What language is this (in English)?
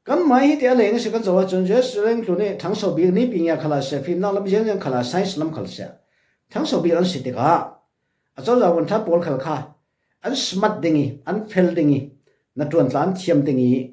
Falam Chin